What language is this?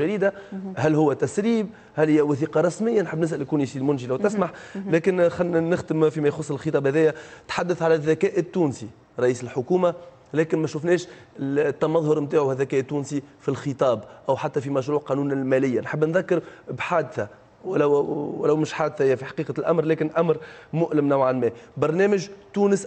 Tunisian Arabic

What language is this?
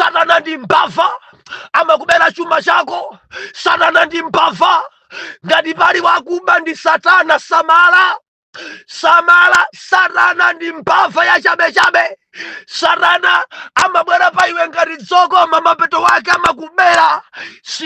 Nyanja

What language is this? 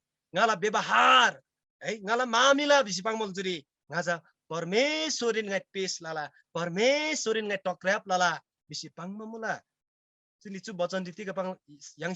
Eastern Tamang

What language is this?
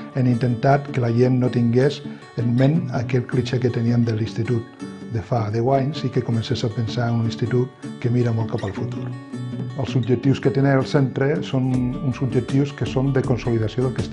Catalan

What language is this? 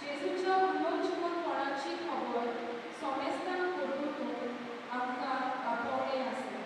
Konkani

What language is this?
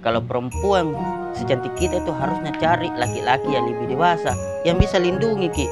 Makassar Malay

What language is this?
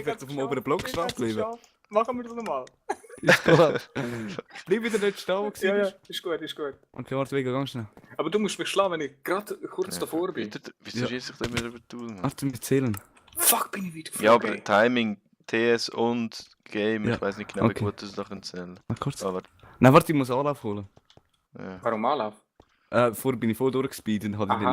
Swiss German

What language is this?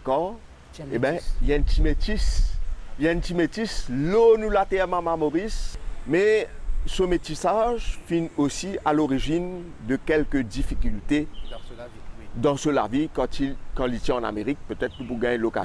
French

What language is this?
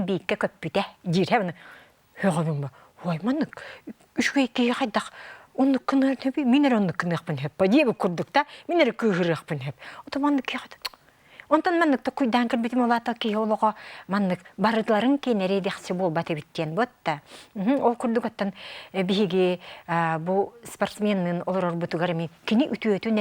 Yakut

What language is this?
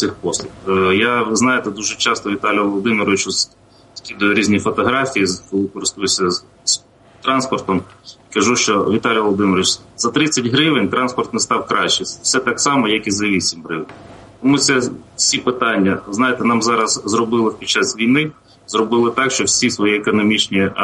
Ukrainian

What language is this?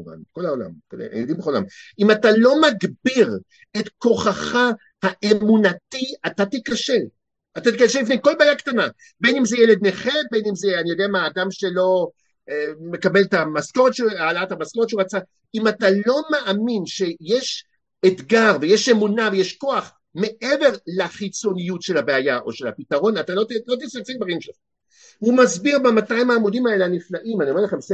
Hebrew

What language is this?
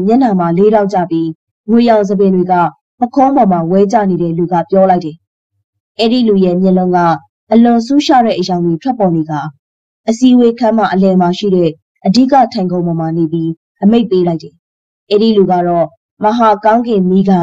Burmese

